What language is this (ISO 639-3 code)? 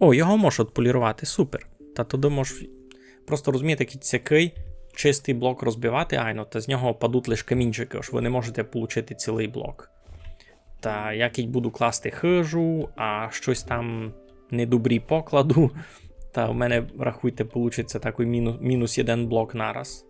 rue